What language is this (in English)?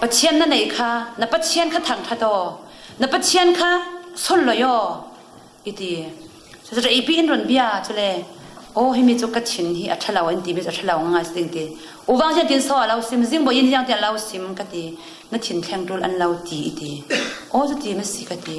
Falam Chin